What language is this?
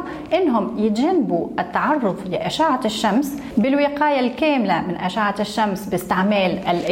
Tunisian Arabic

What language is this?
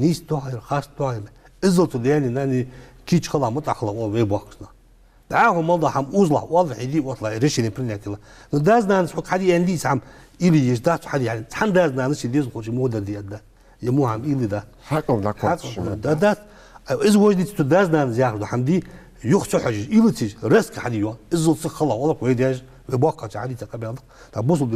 Ingush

